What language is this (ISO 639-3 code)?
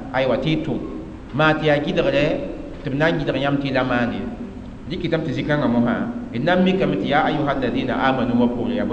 mos